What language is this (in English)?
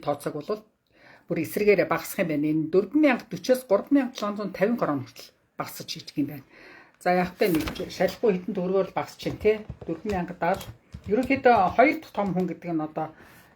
Mongolian